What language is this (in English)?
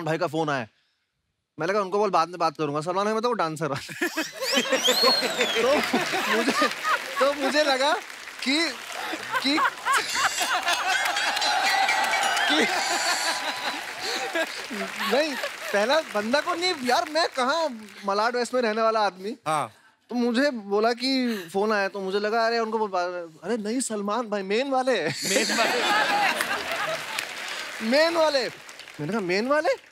Hindi